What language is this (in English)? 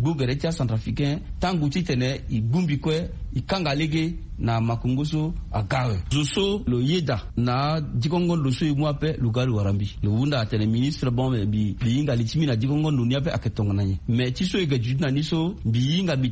Sango